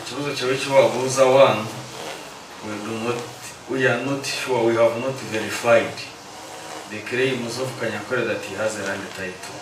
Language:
Nyankole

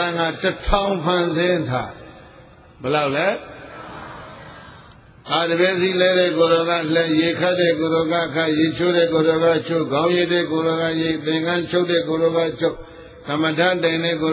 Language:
Burmese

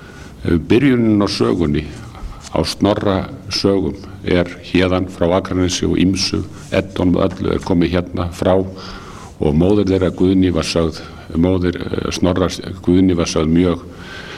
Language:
Icelandic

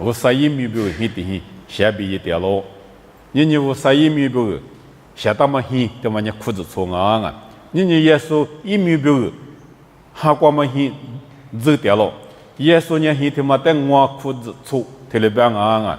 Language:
Lisu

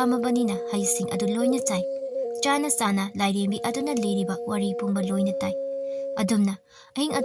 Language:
Manipuri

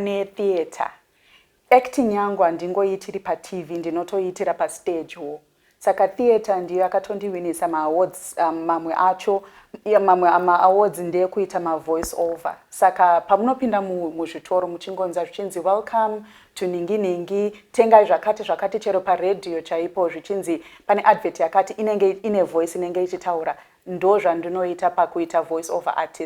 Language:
Shona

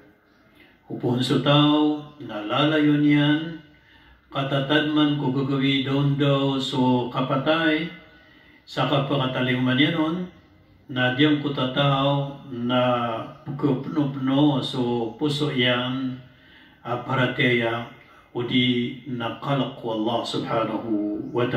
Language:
Maranao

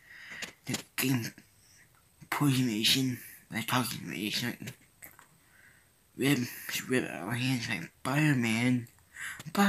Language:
English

